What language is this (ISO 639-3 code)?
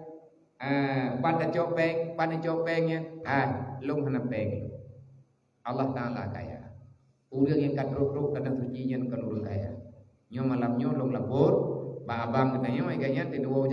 ace